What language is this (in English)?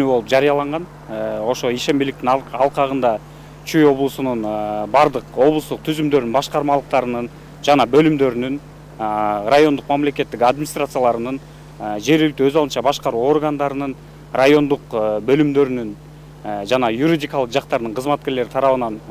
Kyrgyz